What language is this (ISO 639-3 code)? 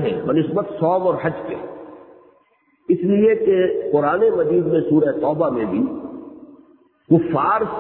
urd